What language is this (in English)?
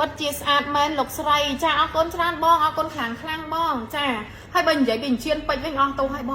Khmer